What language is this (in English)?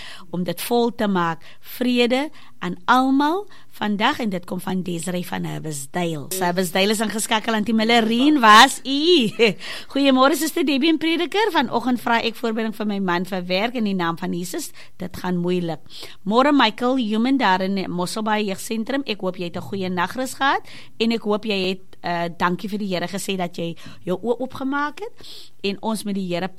Afrikaans